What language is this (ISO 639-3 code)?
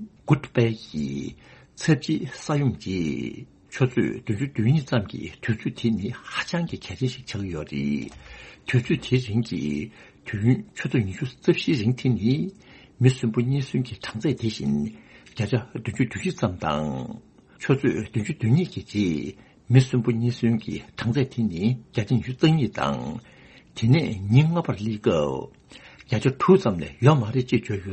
bod